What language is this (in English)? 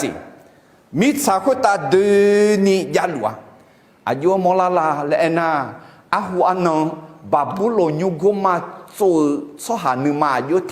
Akha